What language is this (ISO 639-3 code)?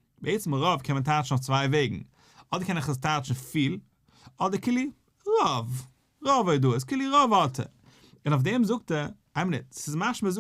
yid